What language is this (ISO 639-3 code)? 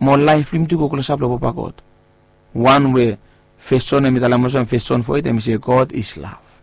bis